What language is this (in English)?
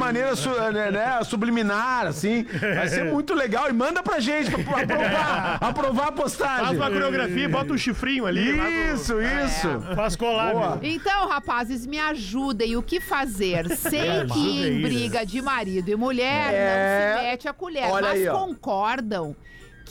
Portuguese